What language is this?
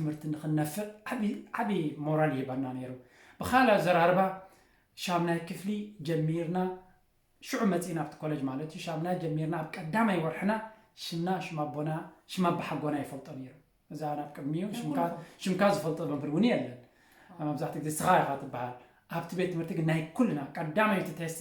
Tigrinya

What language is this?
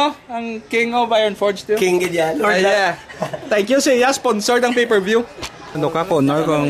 Hiligaynon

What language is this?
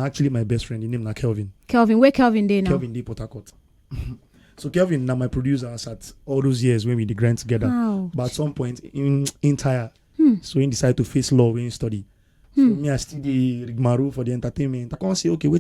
Nigerian Pidgin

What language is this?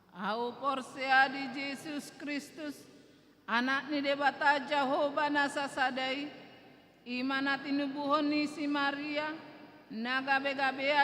Batak Toba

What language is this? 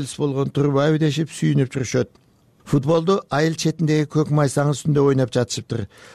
Kyrgyz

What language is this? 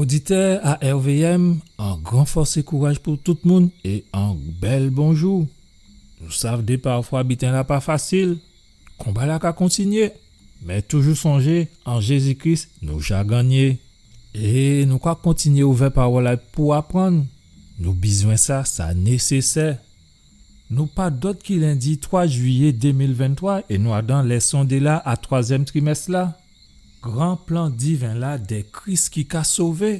Guadeloupean Creole French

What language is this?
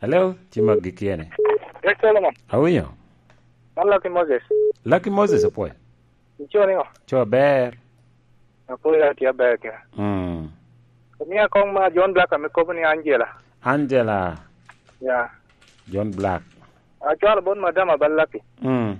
Lango (Uganda)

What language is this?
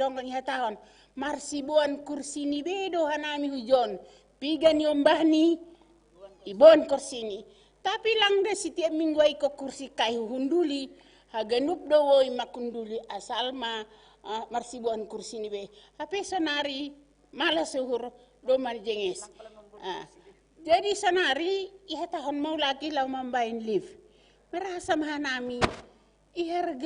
Batak Simalungun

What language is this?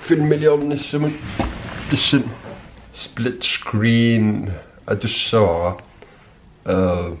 Kalaallisut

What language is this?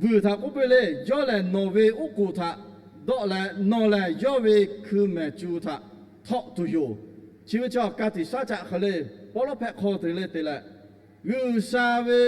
Lahu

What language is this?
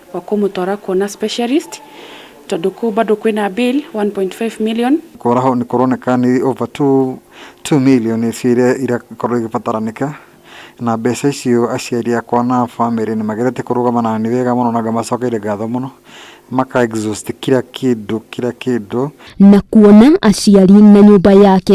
Kikuyu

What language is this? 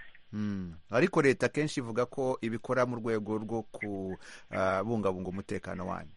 Kinyarwanda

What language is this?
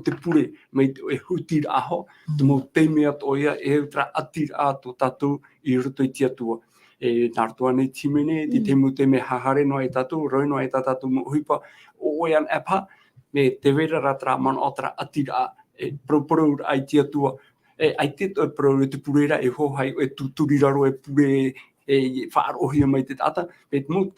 Tahitian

